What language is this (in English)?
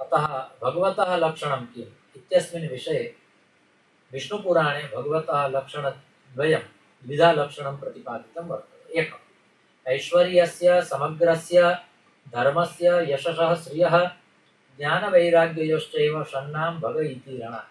Sanskrit